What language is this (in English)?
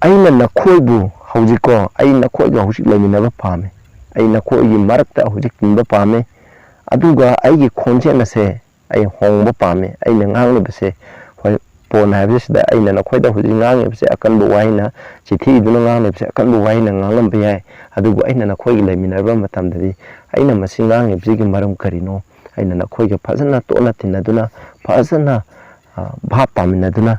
Manipuri